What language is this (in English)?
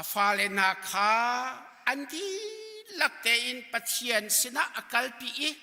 Hakha Chin